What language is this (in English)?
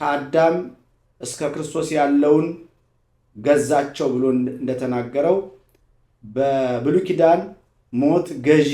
Amharic